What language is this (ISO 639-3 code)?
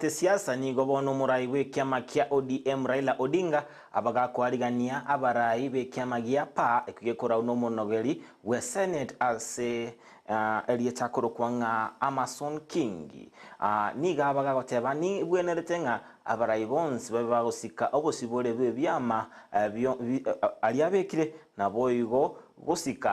guz